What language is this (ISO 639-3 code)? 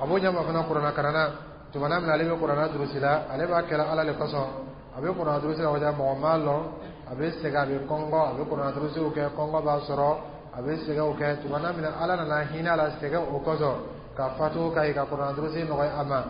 dyu